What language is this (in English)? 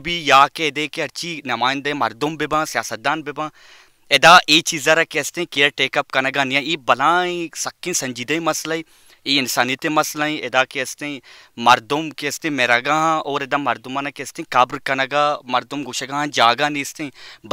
Baluchi